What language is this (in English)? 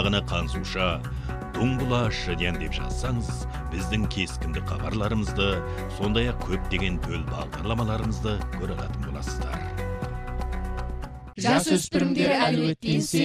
Kazakh